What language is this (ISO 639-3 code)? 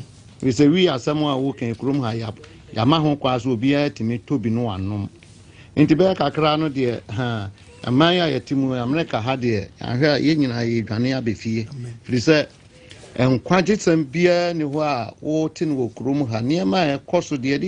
aka